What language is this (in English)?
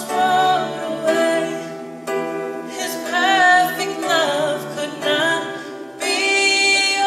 Tongan